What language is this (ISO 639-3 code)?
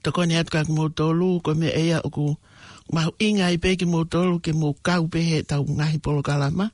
ton